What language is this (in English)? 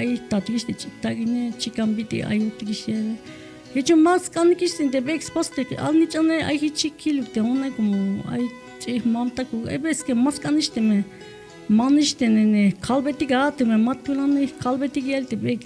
Tzeltal